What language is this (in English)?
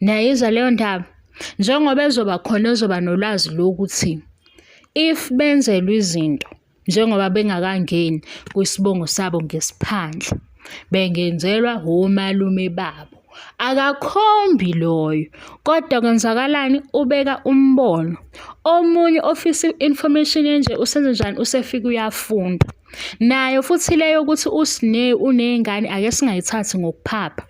Zulu